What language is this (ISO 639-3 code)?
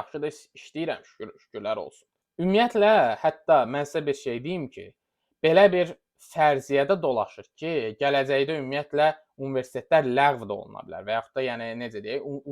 aze